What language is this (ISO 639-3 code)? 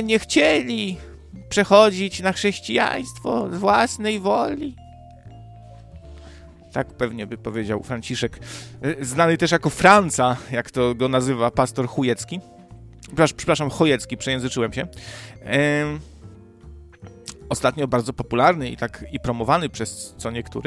pol